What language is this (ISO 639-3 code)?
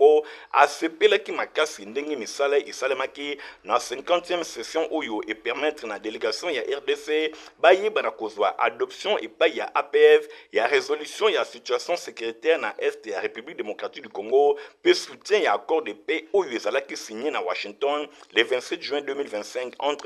lin